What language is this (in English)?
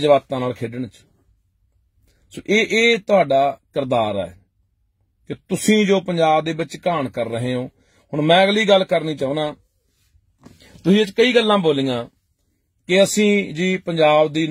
Punjabi